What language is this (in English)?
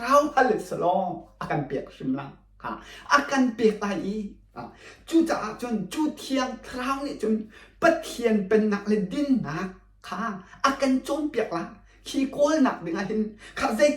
Hakha Chin